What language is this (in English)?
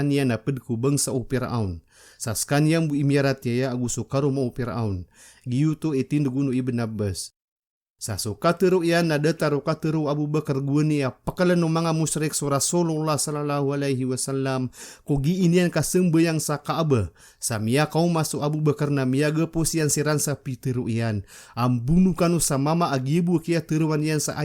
Maranao